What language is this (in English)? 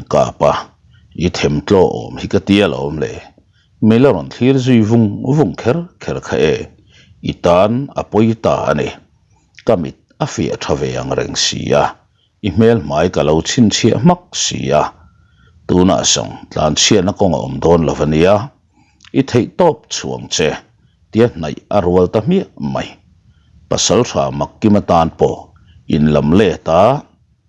Mizo